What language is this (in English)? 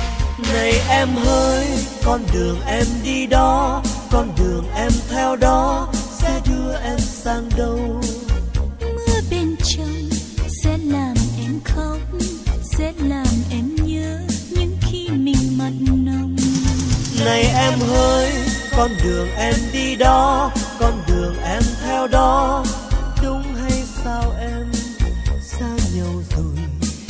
Vietnamese